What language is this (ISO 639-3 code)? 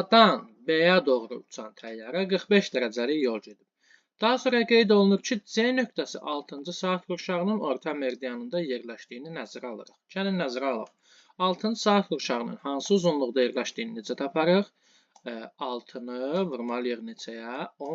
aze